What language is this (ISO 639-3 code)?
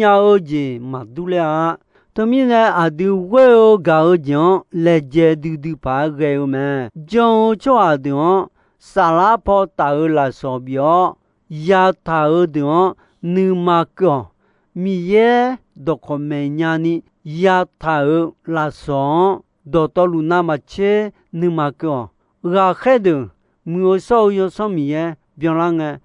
ahk